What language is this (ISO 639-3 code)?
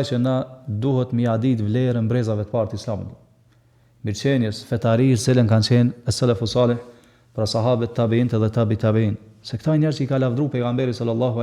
sqi